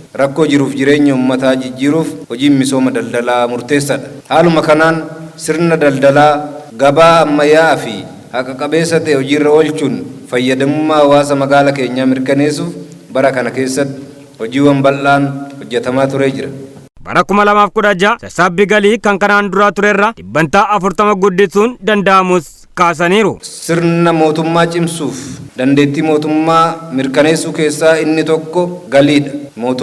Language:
Oromo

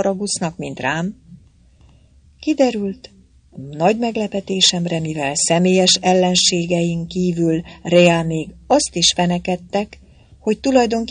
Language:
Hungarian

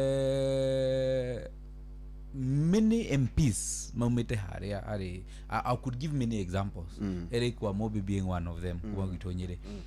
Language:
Kikuyu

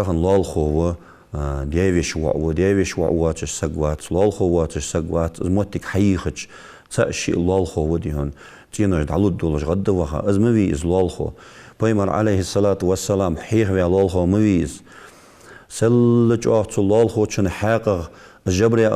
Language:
Ingush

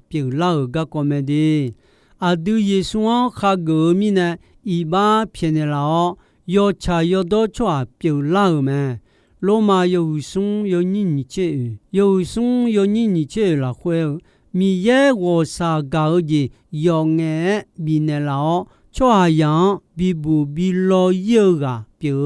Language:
Akha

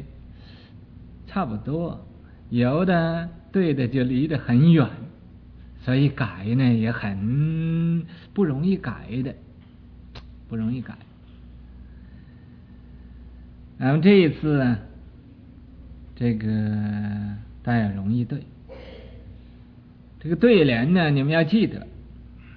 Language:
Chinese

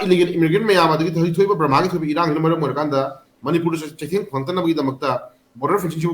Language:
Manipuri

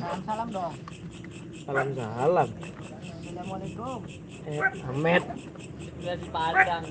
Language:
Betawi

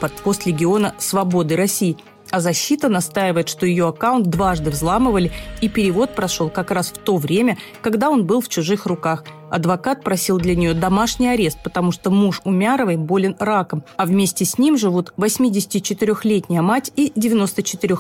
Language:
Russian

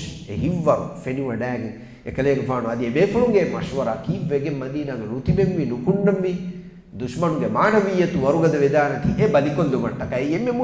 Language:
Divehi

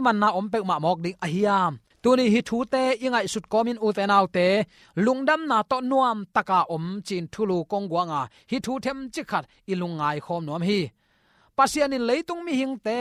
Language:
Tedim Chin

